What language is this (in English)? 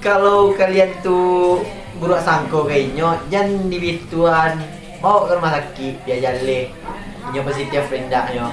Minangkabau